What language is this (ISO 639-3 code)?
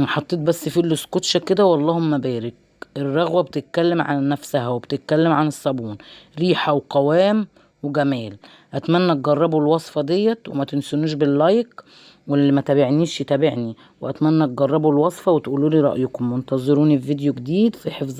arz